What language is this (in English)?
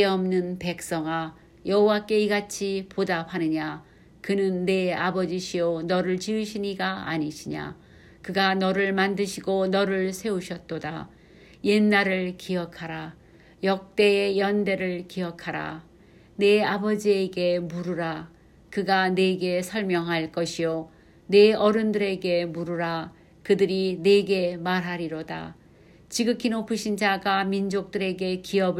Korean